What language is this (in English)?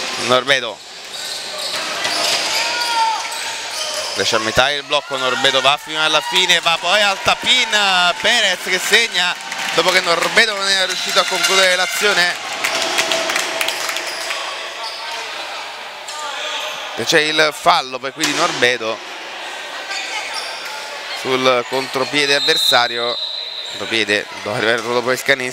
Italian